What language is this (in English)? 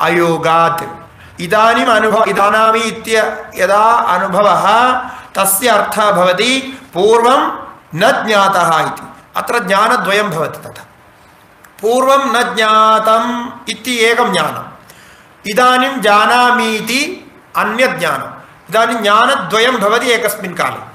Sanskrit